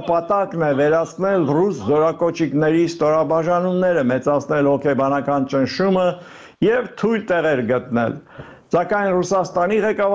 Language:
Armenian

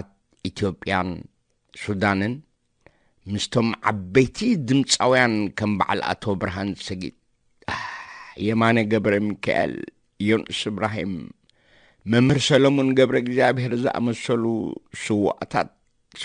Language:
Tigrinya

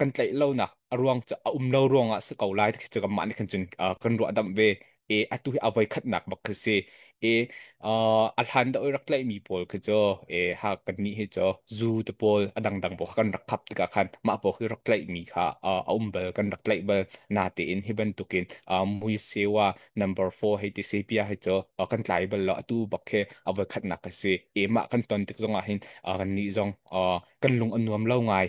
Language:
Hakha Chin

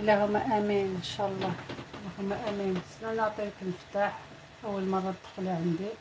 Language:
Algerian Arabic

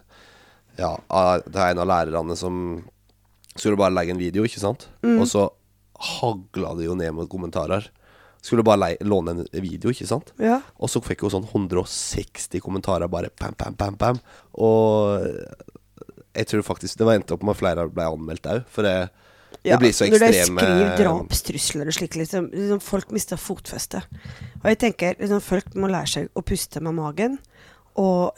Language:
Norwegian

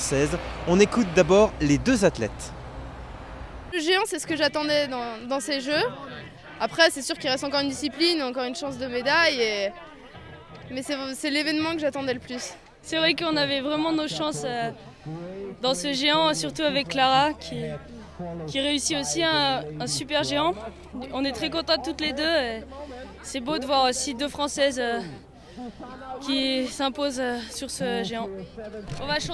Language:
French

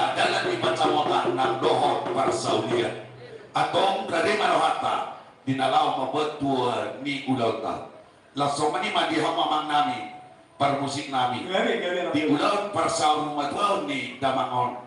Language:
Batak Toba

